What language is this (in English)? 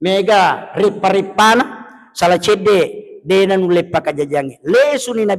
Buginese